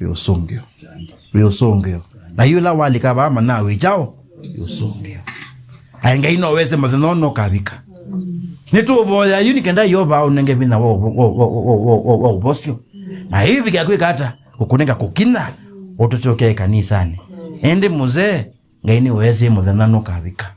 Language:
Kamba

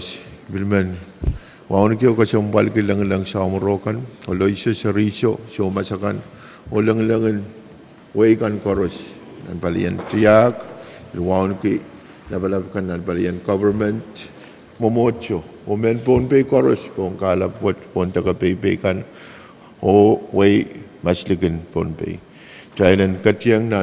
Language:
Pohnpeian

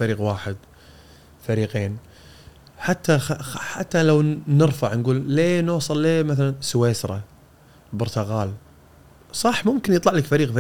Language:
Gulf Arabic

